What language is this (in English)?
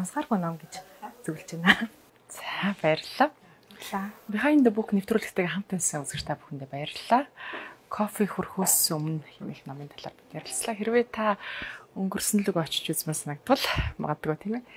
Mongolian